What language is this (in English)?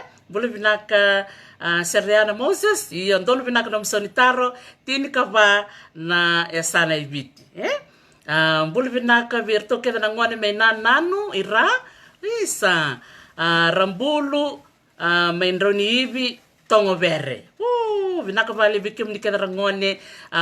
Fijian